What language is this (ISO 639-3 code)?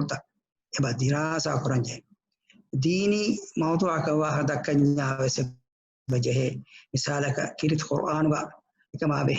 div